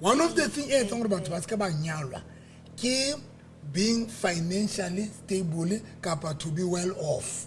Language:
Southern Sotho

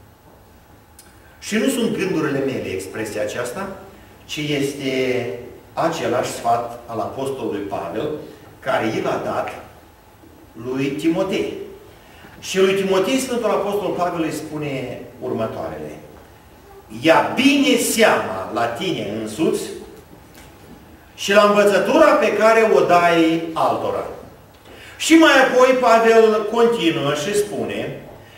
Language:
Romanian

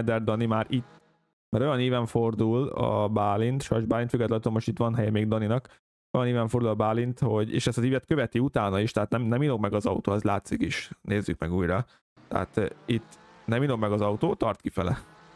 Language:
Hungarian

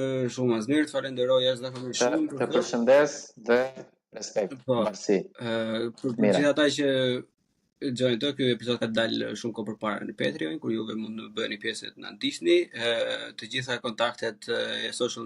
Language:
Albanian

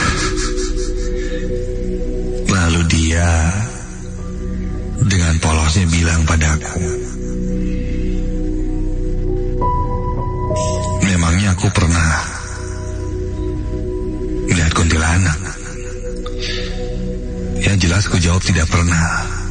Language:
Indonesian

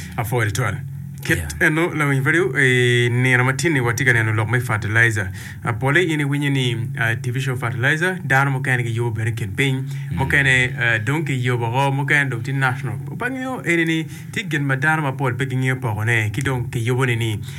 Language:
Acoli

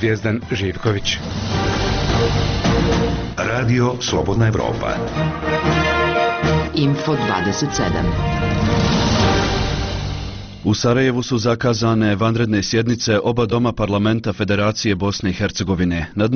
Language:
Bosnian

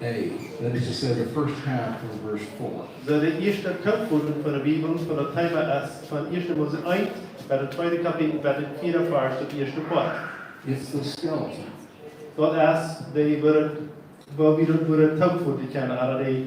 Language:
Plautdietsch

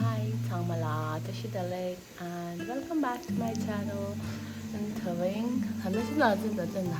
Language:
Tibetan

